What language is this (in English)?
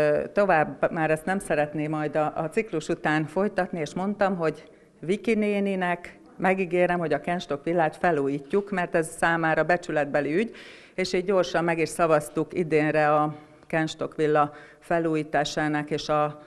Hungarian